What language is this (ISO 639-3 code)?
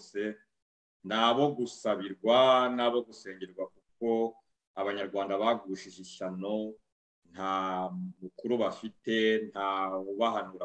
kin